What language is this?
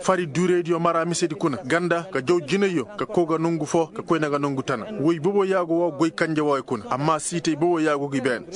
Koyraboro Senni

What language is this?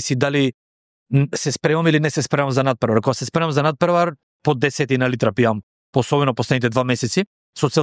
Macedonian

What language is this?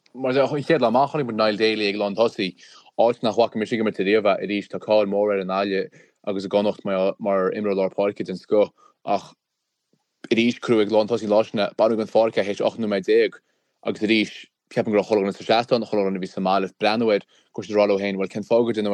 Irish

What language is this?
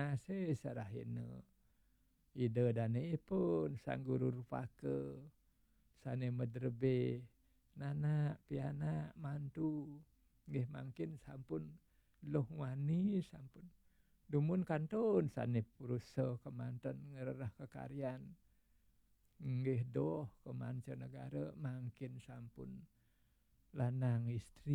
Balinese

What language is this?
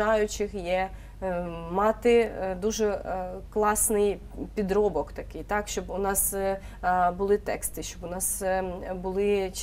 Ukrainian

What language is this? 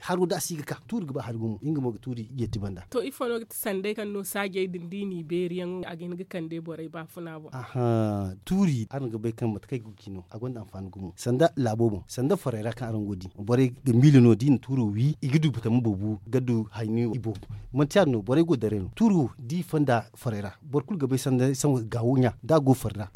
Zarma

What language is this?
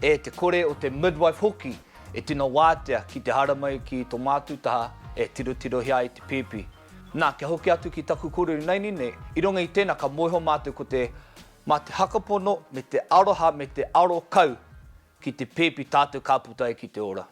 Māori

